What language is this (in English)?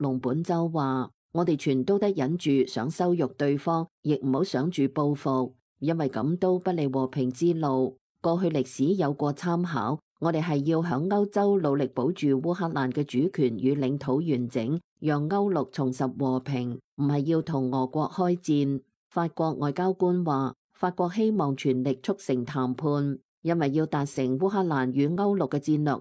Cantonese